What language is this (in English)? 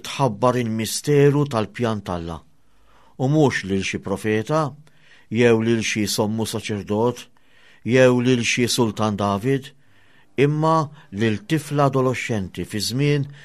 Maltese